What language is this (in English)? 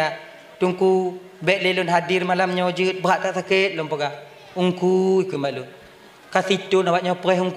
Achinese